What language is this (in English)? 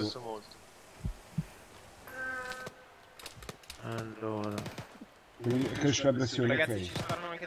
Italian